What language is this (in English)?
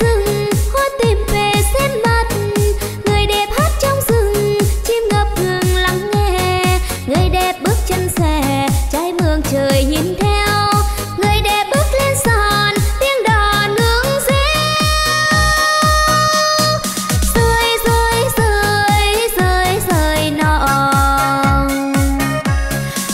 Vietnamese